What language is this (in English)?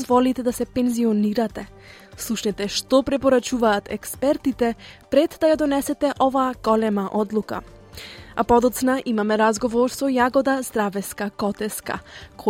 Macedonian